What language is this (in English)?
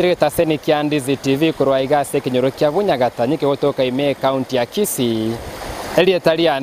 Gusii